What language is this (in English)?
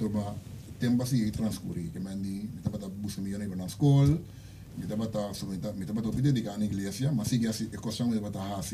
Papiamento